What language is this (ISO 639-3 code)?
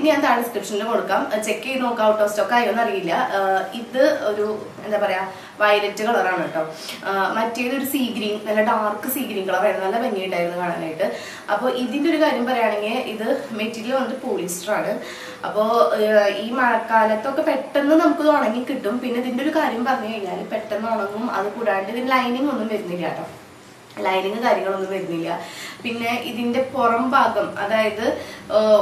mal